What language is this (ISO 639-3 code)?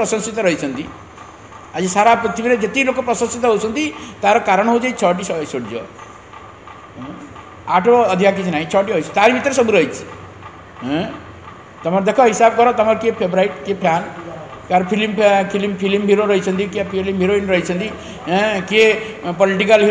ori